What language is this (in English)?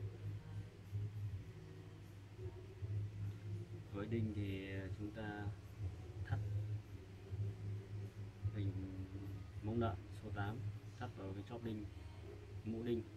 Vietnamese